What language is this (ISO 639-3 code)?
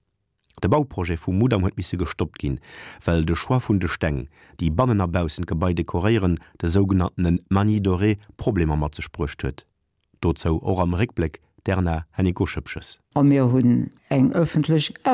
ltz